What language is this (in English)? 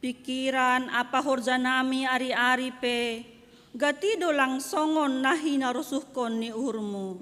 Batak Simalungun